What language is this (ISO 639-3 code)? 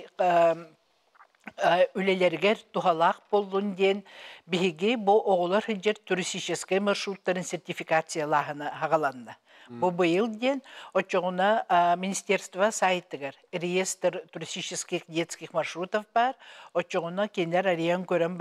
sah